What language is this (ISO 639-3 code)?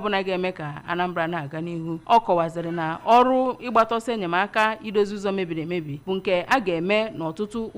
ibo